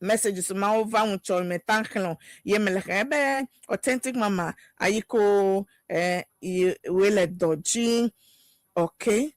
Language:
Ewe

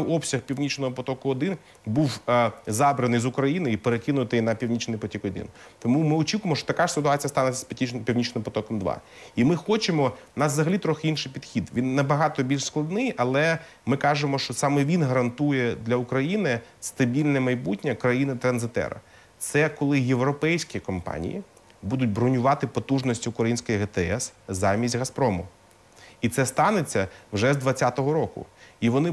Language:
Ukrainian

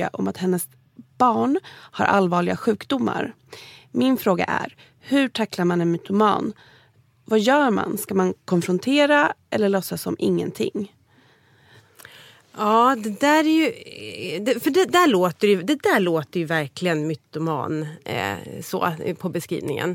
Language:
Swedish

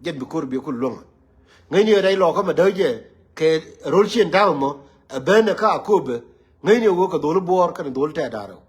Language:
Nuer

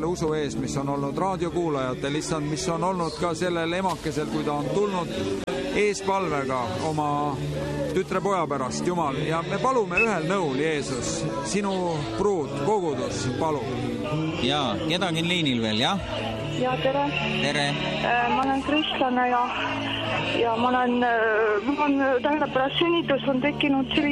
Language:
Estonian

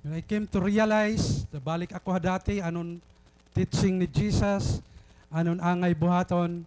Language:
Waray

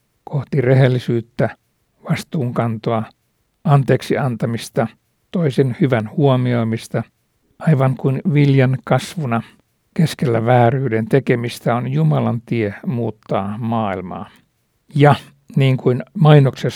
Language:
Finnish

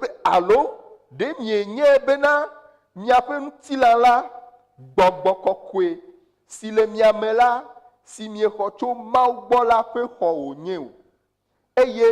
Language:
Ewe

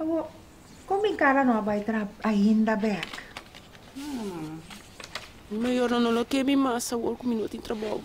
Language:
Papiamento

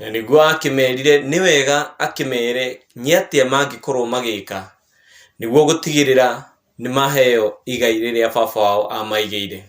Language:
Kikuyu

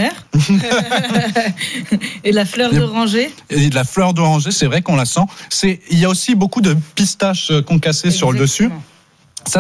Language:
French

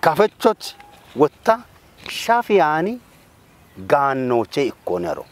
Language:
Kafa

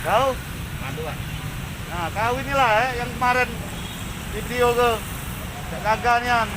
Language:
Musi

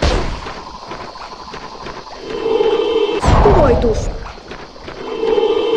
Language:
Finnish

